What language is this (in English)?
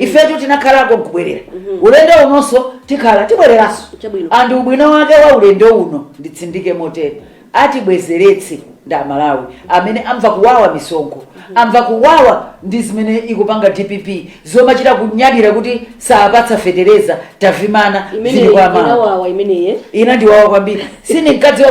Nyanja